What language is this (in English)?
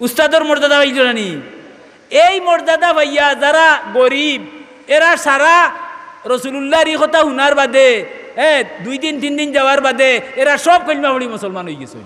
Sylheti